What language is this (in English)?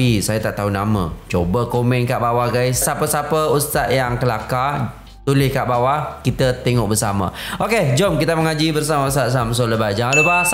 Malay